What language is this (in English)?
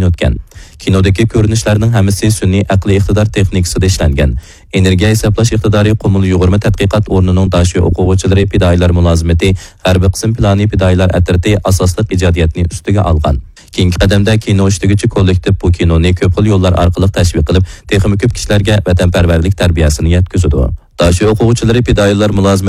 Uyghur